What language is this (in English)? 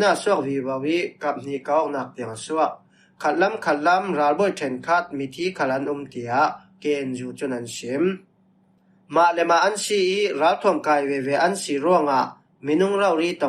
Falam Chin